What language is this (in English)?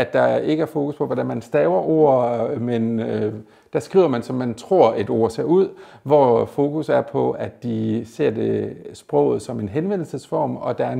Danish